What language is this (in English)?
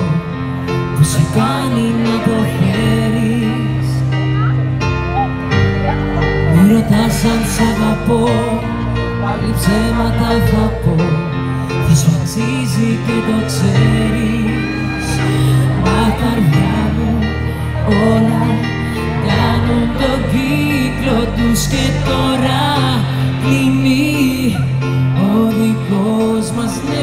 Greek